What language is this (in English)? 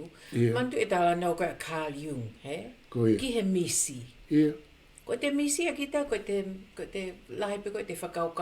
Tongan